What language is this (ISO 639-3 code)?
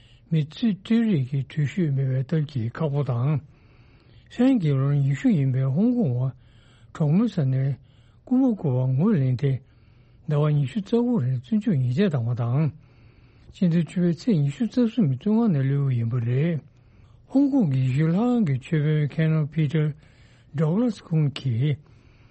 bod